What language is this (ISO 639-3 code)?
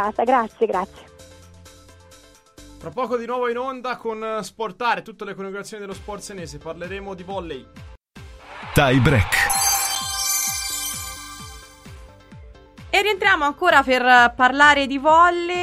ita